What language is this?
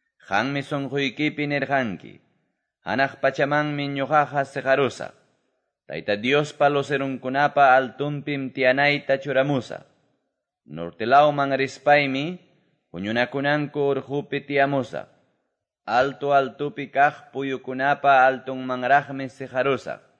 Quechua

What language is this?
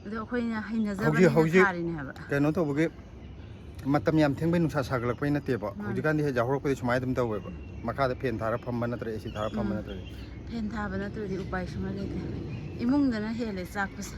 Manipuri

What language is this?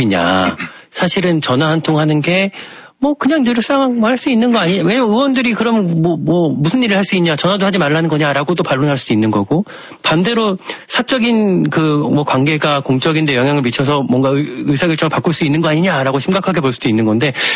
Korean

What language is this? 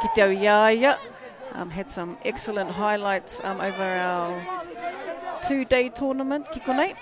Māori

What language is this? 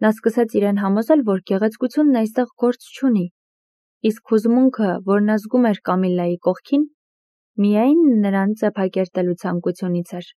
Armenian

